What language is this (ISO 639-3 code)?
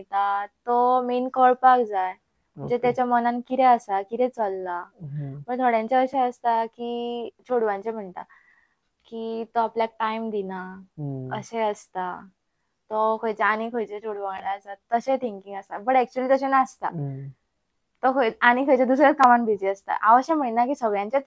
kok